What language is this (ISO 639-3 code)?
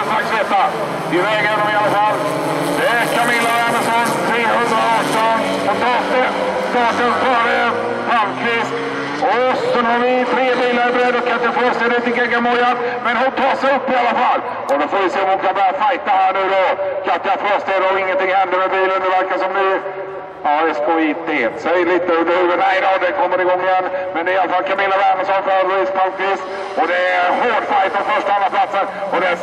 swe